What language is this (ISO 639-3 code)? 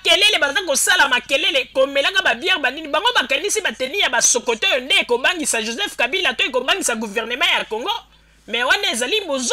lin